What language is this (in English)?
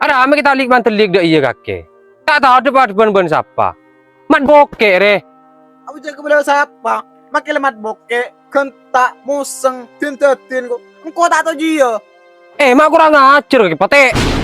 Madurese